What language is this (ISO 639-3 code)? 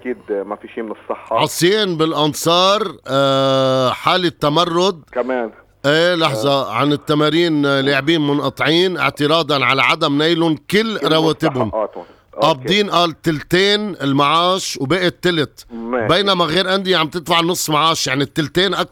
apc